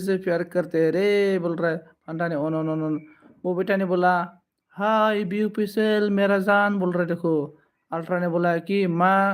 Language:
Bodo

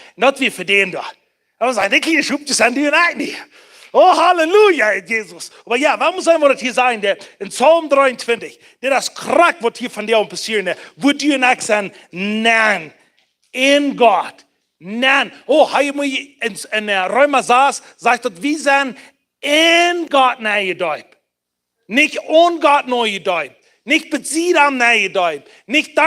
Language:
Plautdietsch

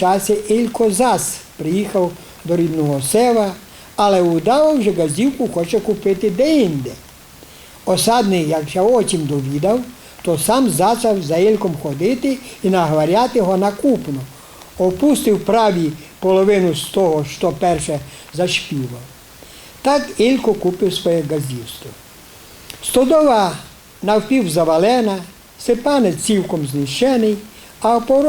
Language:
Rusyn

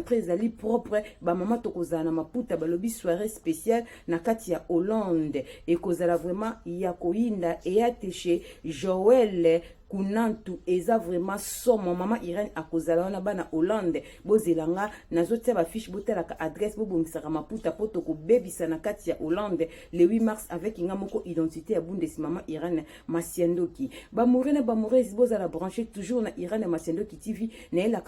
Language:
Lingala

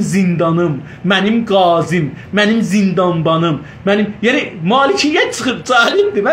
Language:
South Azerbaijani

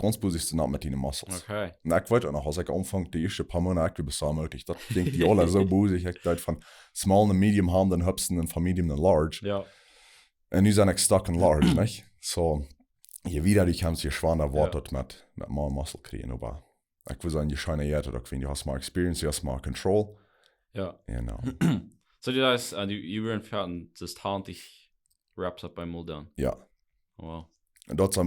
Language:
Plautdietsch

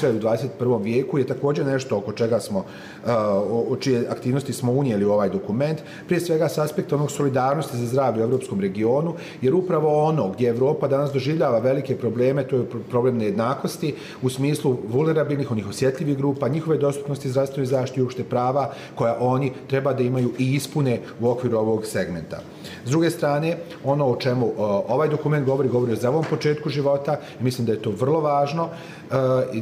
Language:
Bosnian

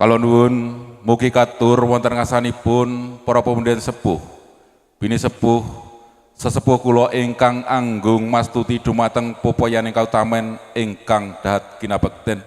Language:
Javanese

